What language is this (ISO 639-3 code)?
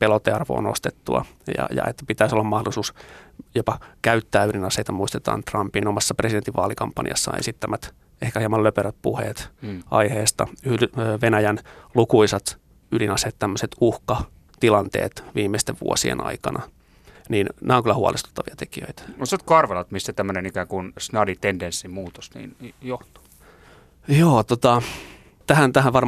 fin